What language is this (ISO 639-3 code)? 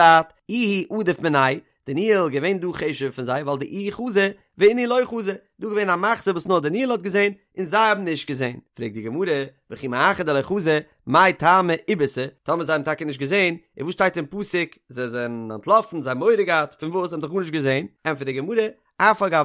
yid